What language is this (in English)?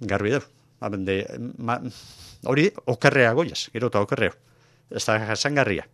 Basque